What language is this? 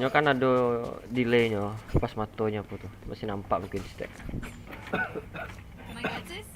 Minangkabau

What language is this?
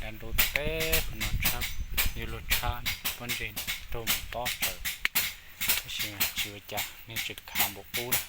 Hmong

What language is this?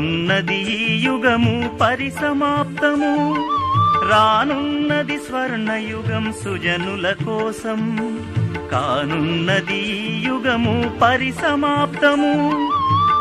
Telugu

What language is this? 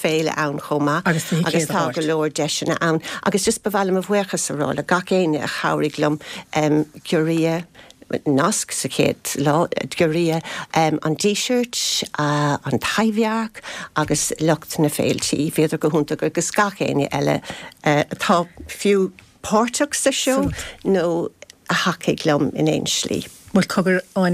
Irish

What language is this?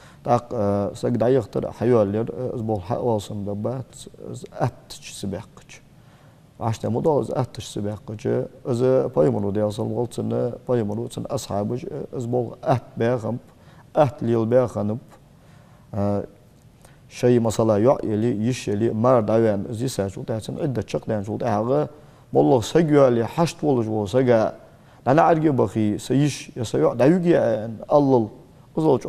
Ingush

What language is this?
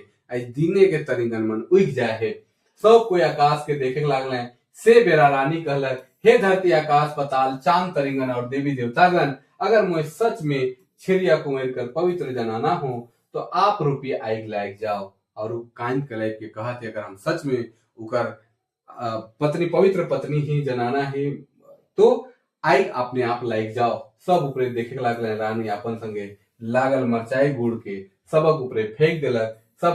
Sadri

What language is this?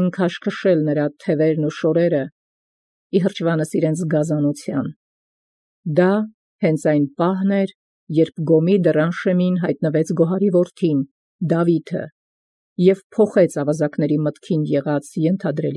Armenian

